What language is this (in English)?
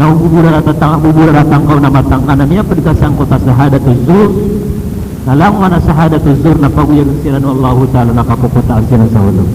Maranao